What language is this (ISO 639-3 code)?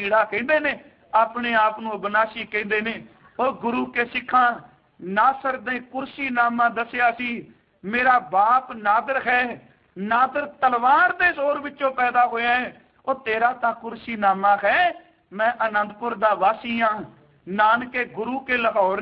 pan